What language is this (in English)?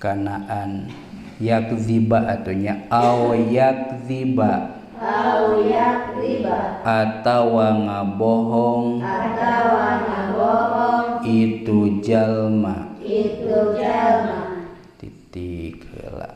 Sundanese